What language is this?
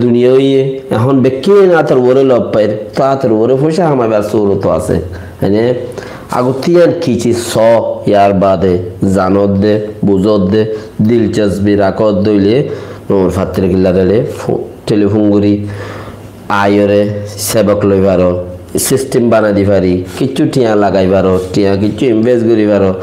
Rohingya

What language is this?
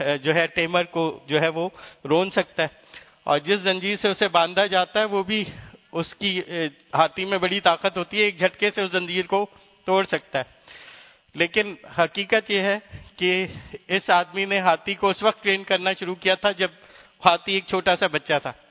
Urdu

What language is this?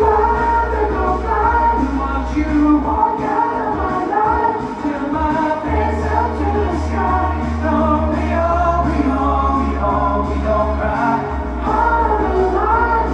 English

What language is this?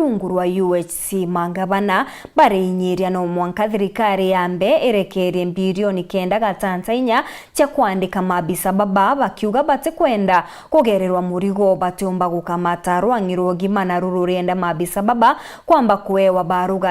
Meru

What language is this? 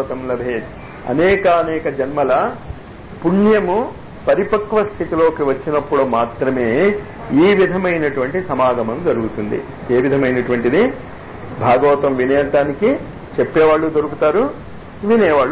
Telugu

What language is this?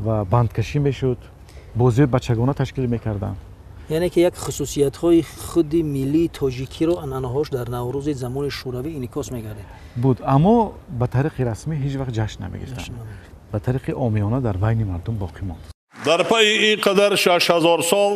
Tajik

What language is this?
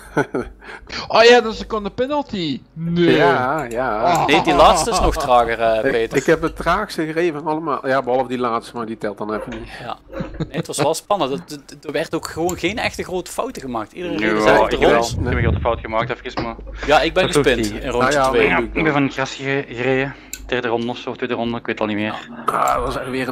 Dutch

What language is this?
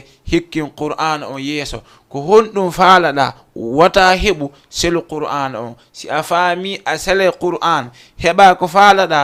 Fula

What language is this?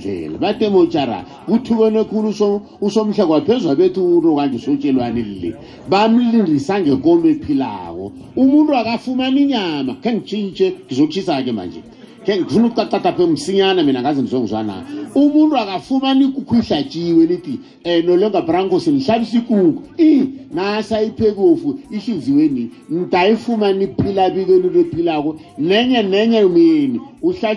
South Ndebele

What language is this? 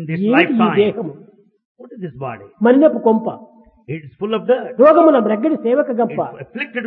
Telugu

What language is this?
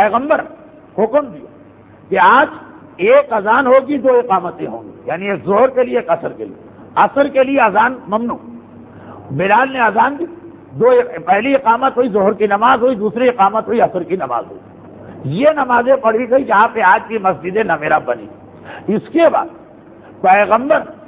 Urdu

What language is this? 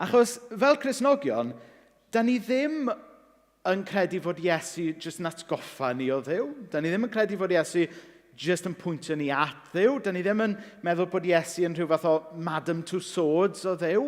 Welsh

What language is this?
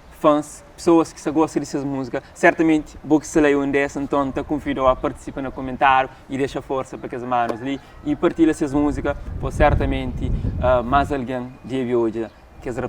Kabuverdianu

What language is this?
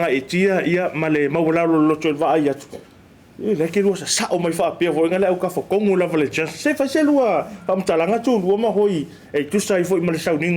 Samoan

